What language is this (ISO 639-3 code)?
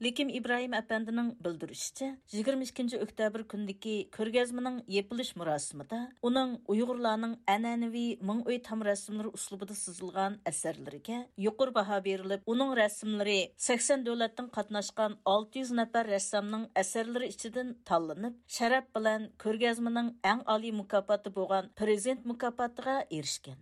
uig